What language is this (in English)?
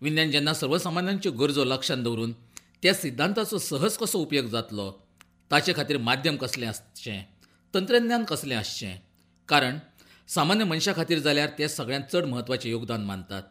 Konkani